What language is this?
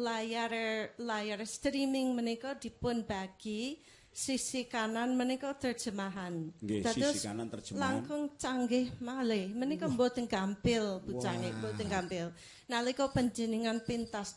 Javanese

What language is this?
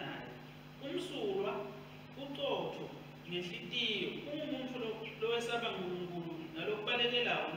Swati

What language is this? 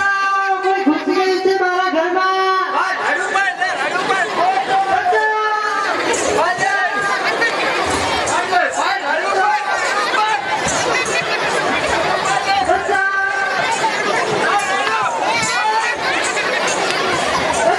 Gujarati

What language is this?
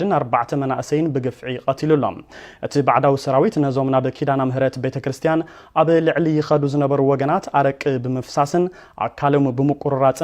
Tigrinya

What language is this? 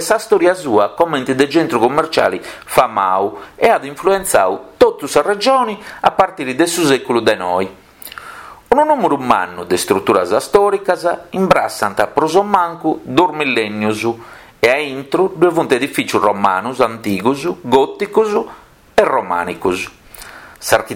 Sardinian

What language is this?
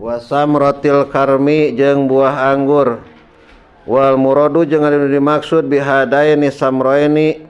Sundanese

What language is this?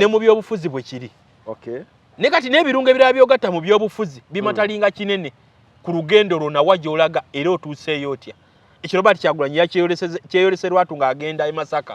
Ganda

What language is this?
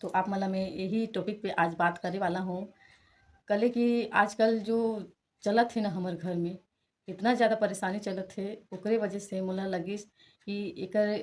Chhattisgarhi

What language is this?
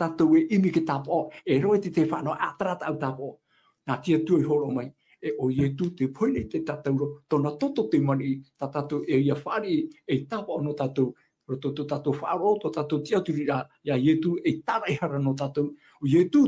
Tahitian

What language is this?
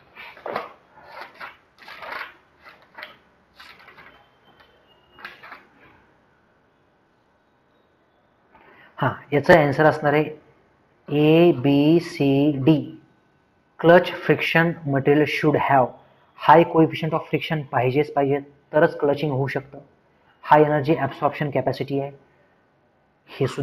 Marathi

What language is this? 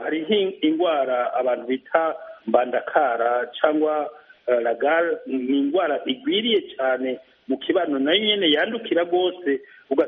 Kinyarwanda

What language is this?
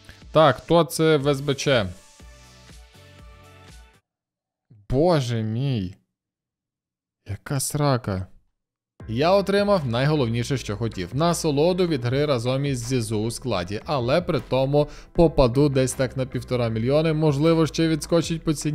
Ukrainian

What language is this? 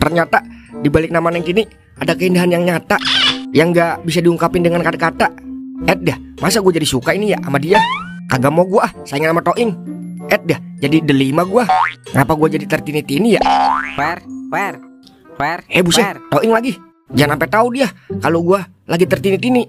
Betawi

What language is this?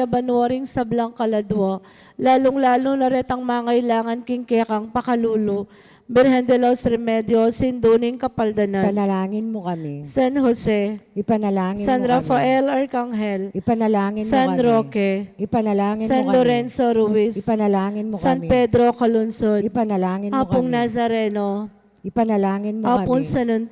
Pampanga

